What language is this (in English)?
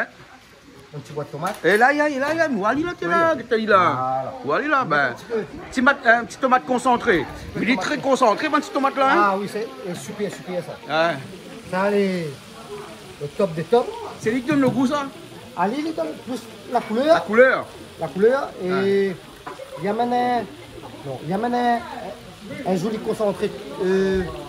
Réunion Creole French